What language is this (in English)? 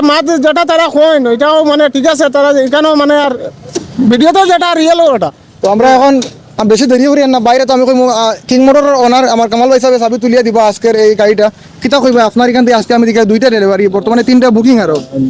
Sylheti